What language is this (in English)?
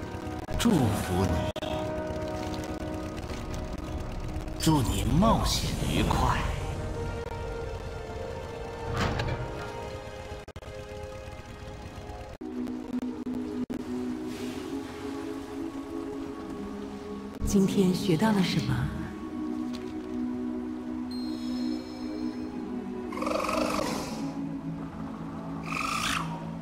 Chinese